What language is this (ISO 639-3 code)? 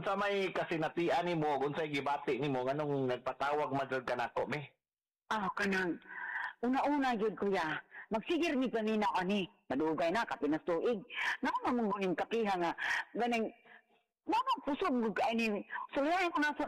ceb